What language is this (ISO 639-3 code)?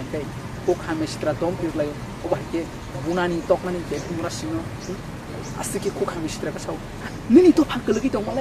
trp